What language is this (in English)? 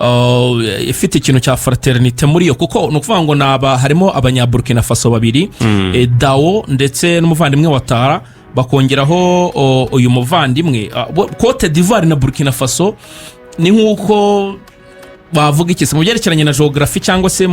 Kinyarwanda